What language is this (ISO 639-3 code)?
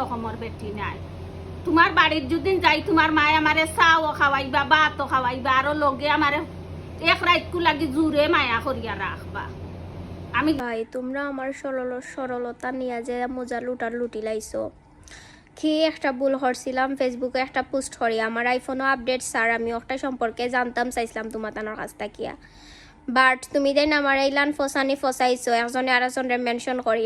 syl